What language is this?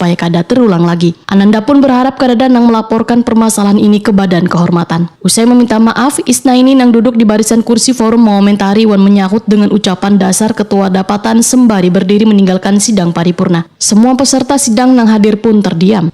Banjar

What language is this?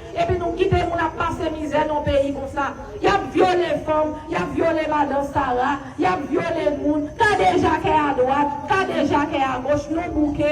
Haitian Creole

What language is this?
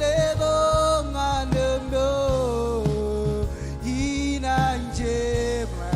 Marshallese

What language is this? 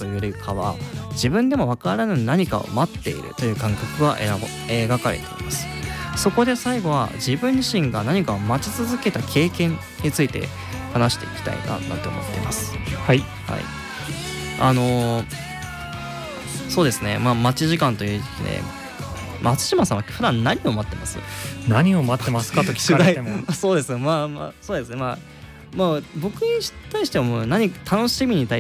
Japanese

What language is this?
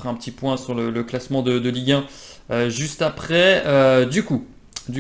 French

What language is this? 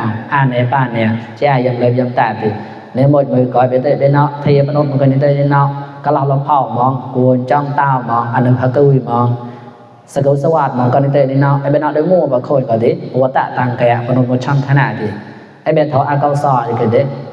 Mon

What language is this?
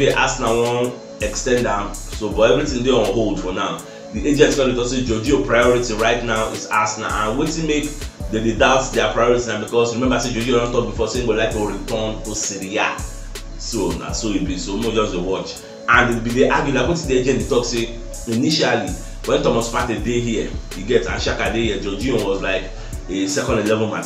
Nigerian Pidgin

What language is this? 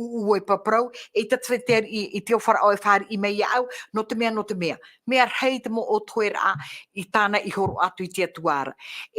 Tahitian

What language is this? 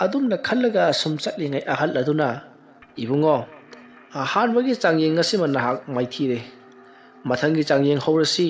Manipuri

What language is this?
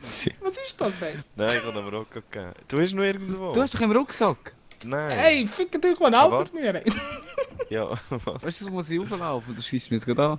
Swiss German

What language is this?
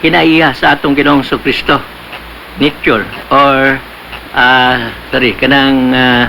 Cebuano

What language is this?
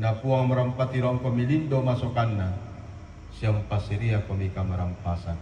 Toraja-Sa'dan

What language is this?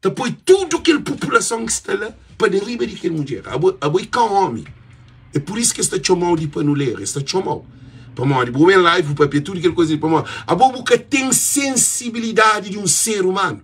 Kabuverdianu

